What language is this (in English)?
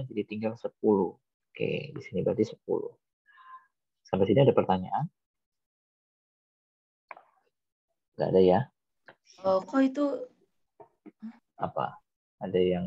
Indonesian